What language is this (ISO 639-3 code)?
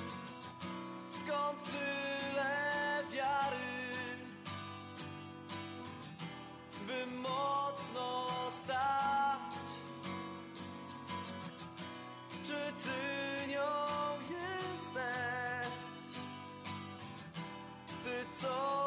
pol